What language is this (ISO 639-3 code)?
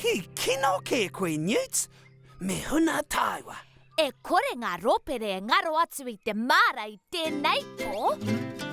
mri